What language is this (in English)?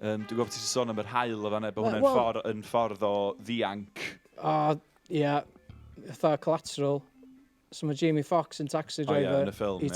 Welsh